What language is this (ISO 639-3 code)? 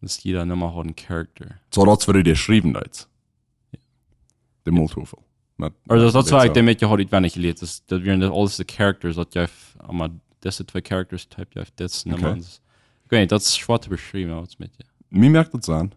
pdt